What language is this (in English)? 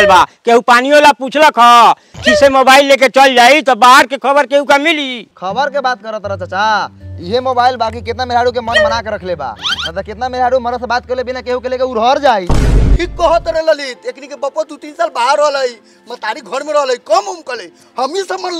Bhojpuri